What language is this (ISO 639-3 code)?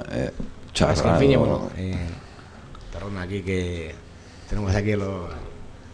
eus